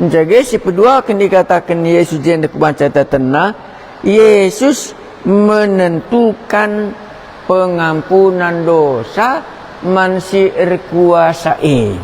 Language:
Batak Karo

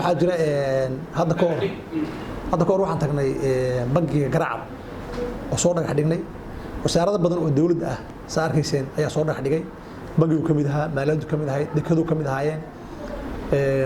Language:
Somali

